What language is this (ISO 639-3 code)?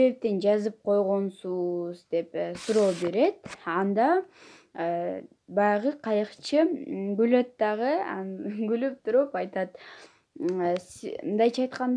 kir